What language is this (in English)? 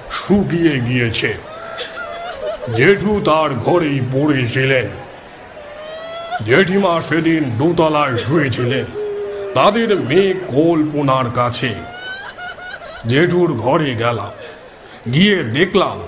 Bangla